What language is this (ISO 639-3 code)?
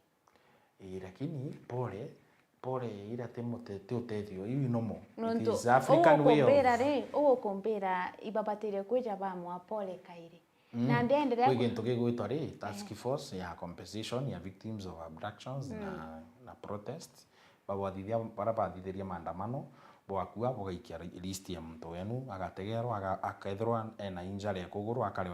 mer